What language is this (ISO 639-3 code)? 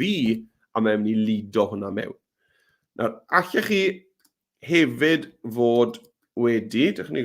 cym